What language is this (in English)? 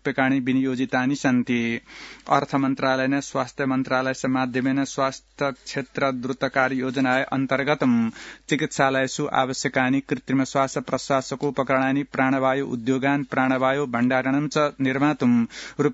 Sanskrit